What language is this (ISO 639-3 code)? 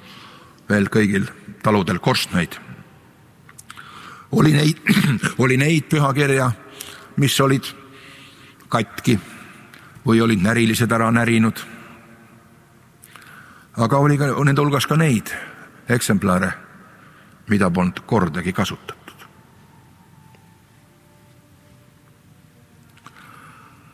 est